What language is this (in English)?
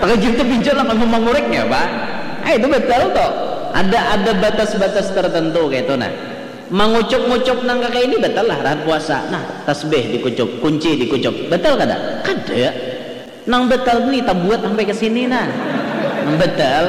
Banjar